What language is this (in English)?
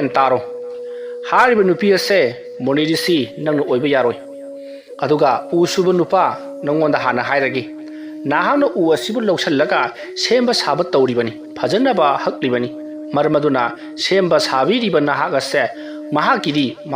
Manipuri